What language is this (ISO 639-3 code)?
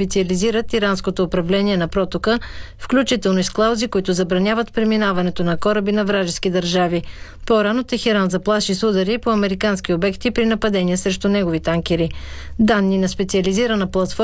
bul